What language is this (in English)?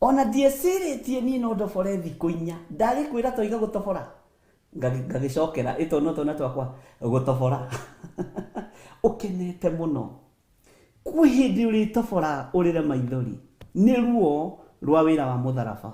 Kikuyu